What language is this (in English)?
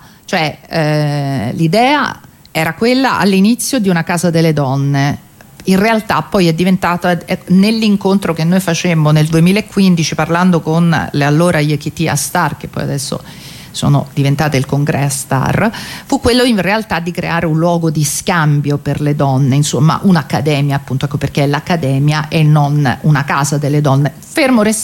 Italian